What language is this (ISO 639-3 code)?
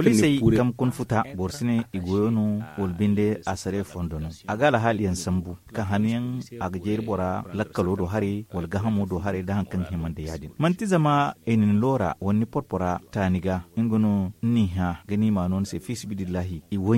dje